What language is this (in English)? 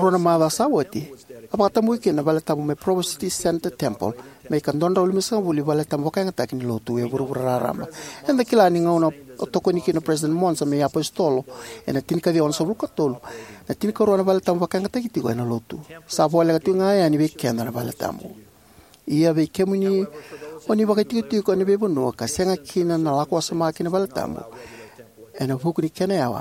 Fijian